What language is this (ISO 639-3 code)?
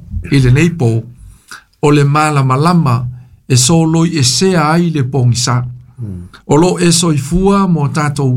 smo